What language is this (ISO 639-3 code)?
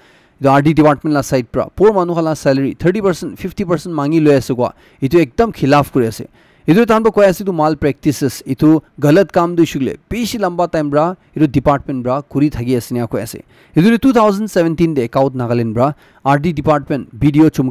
nag